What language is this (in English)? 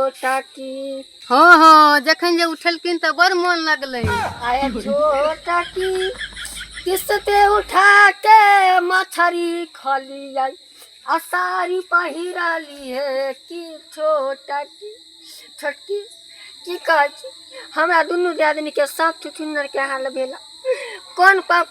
Maithili